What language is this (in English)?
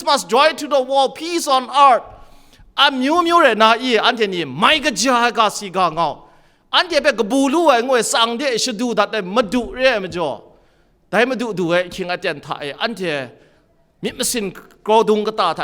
Kachin